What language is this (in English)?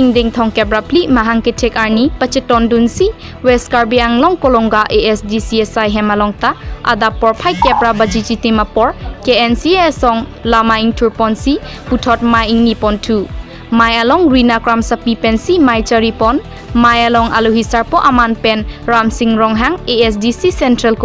Karbi